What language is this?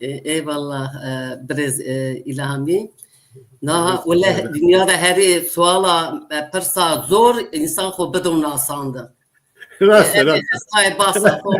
Zaza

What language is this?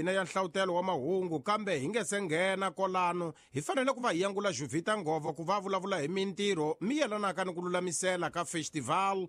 Tsonga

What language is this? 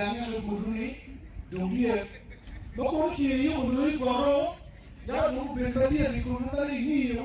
Acoli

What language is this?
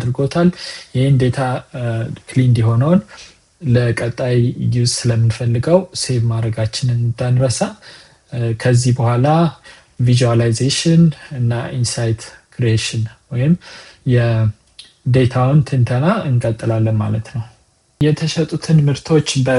Amharic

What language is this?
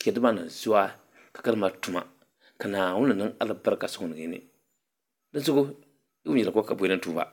Dagbani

